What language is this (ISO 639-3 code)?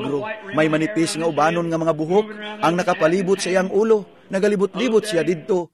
ceb